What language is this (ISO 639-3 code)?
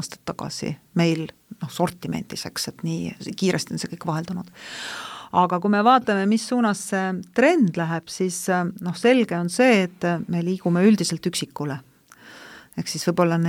est